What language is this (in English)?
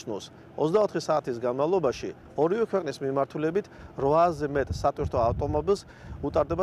Georgian